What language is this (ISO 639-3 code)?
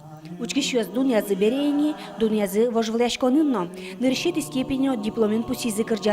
udm